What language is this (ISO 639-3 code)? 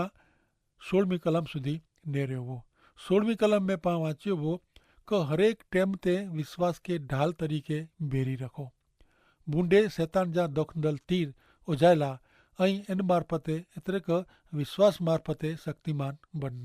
kfr